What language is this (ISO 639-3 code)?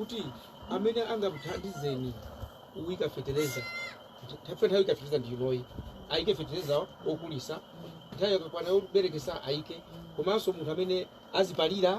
nya